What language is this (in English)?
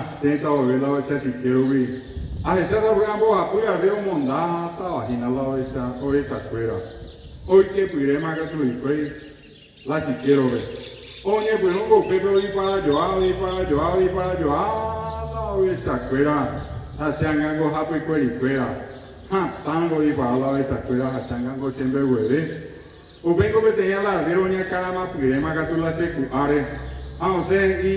Guarani